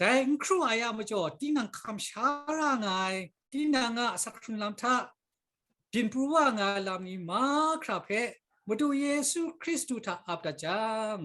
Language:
Kachin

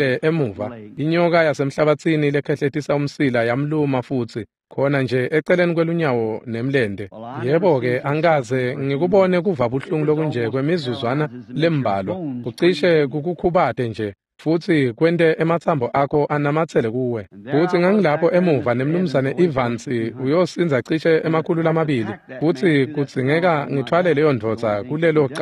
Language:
Swati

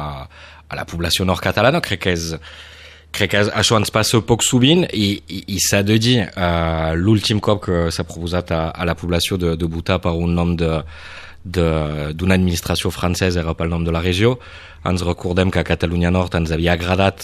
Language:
Catalan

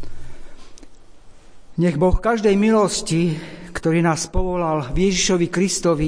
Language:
Slovak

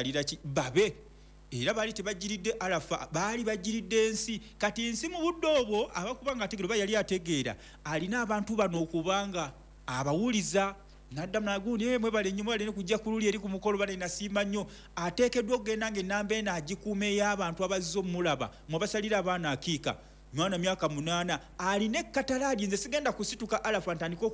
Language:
Ganda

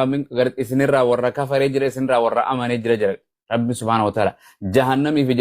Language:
Oromo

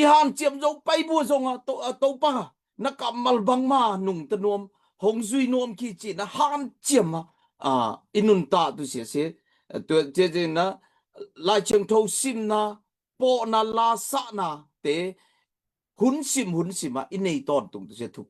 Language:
Tedim Chin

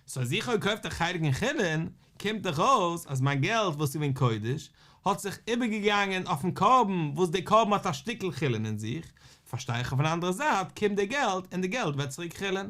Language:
Yiddish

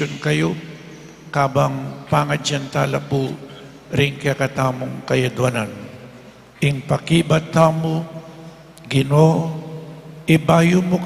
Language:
Pampanga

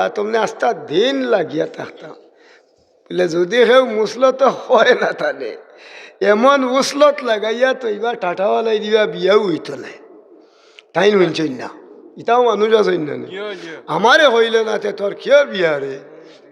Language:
Sylheti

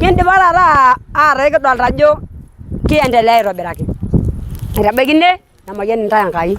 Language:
Masai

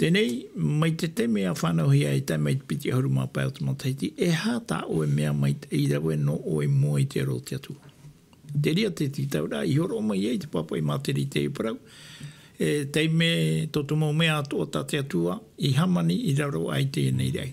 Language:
Tahitian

